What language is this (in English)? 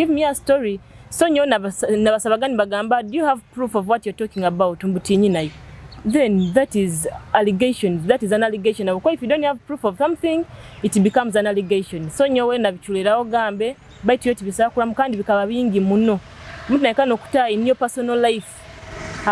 Nyoro